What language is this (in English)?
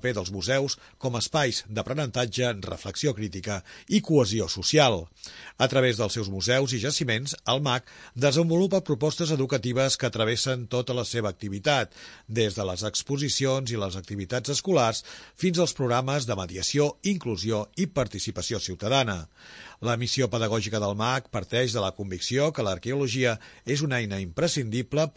Catalan